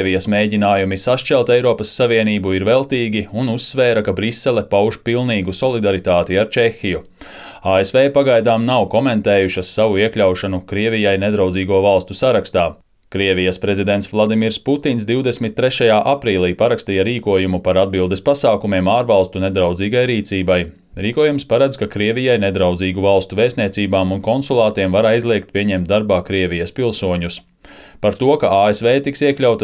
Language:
Latvian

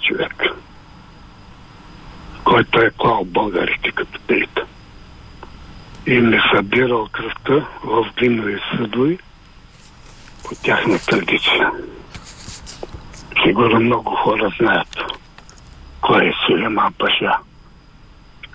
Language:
Bulgarian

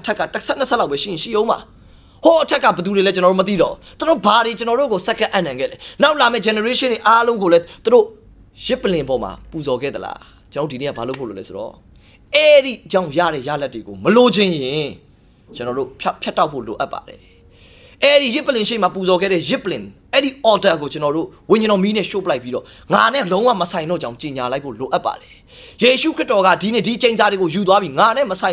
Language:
Burmese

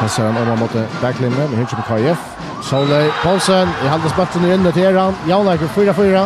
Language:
Faroese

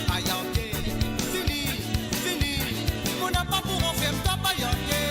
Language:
Morisyen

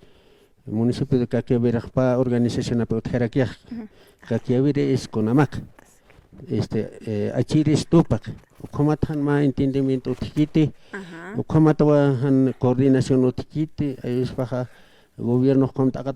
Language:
Aymara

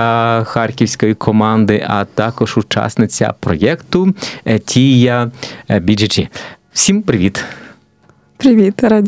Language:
Ukrainian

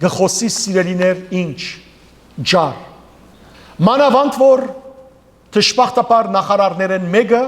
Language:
Western Armenian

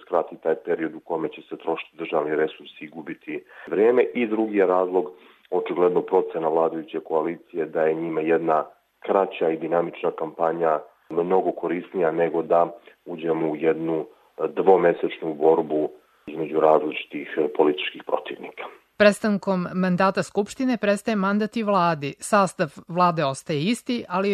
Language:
Serbian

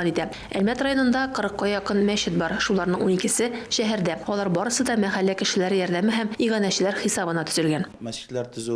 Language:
Tatar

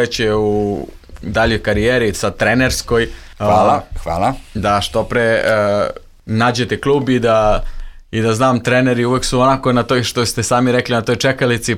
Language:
Serbian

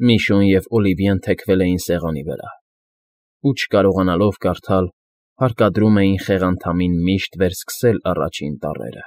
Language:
Armenian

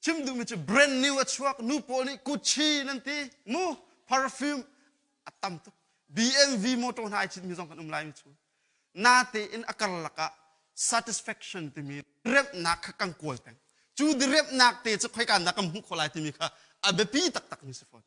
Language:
Hakha Chin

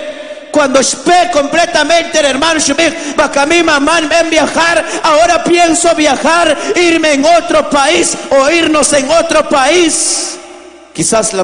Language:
Spanish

